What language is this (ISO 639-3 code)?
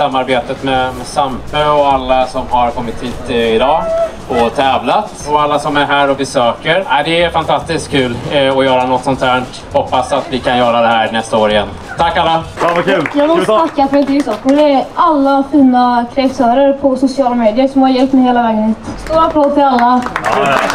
swe